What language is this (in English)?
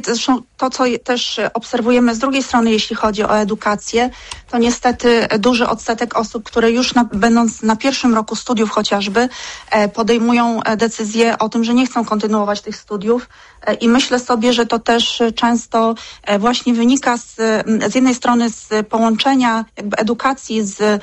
Polish